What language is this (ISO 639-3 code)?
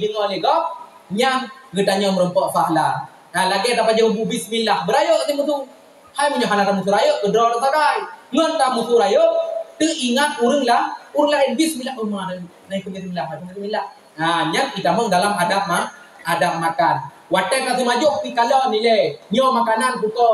ace